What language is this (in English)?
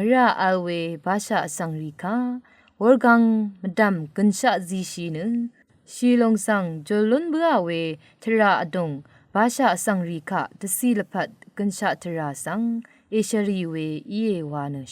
Rawang